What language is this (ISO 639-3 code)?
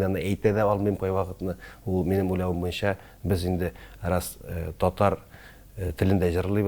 tat